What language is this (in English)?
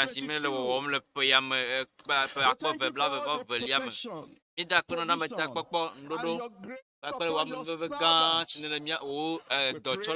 Ewe